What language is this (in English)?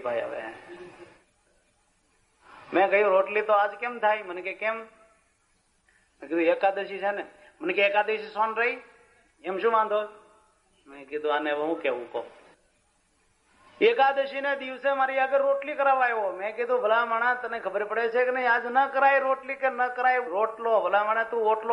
Gujarati